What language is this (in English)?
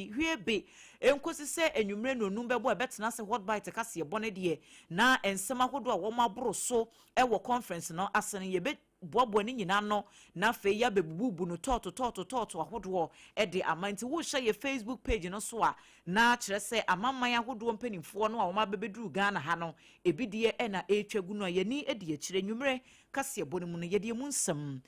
Akan